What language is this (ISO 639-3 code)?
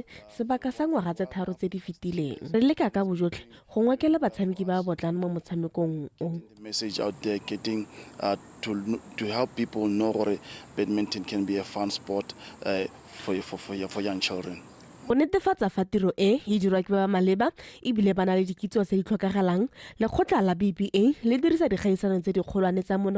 tsn